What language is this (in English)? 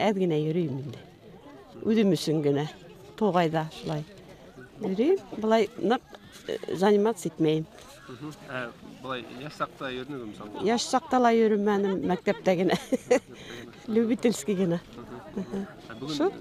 Bashkir